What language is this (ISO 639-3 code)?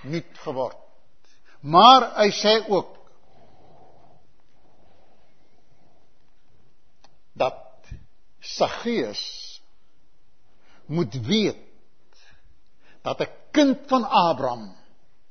afr